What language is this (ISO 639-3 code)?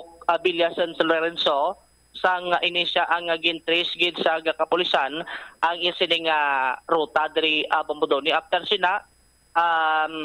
hil